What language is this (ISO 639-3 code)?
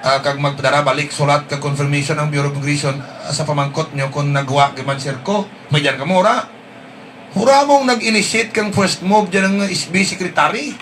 hil